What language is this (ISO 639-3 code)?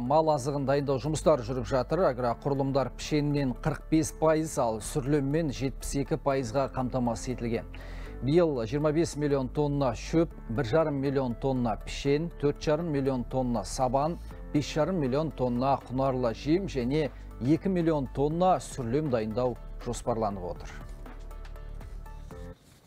kaz